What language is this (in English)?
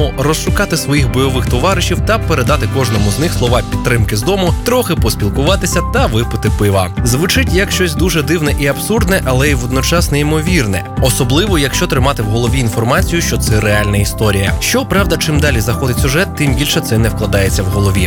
Ukrainian